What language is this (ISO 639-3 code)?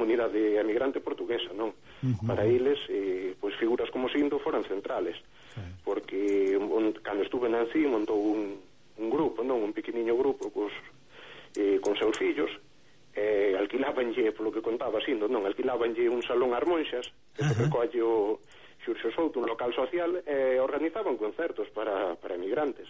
glg